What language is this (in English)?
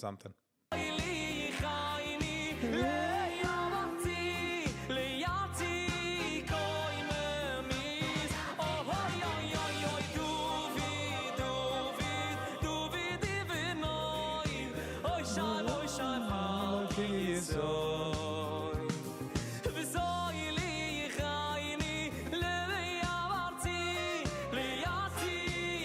Yiddish